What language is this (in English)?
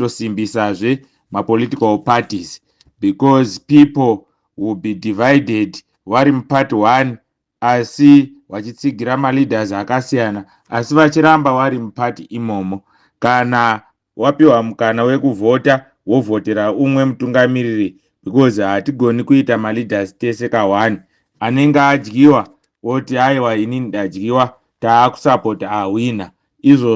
Shona